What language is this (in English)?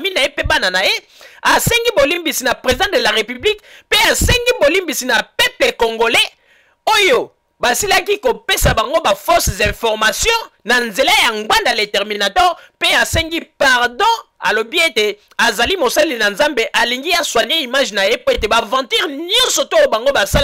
Lingala